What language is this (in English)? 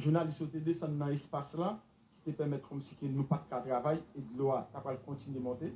Haitian Creole